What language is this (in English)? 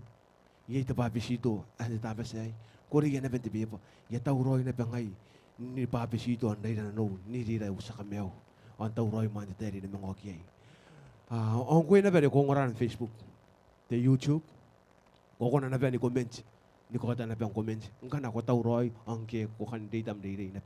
Gilbertese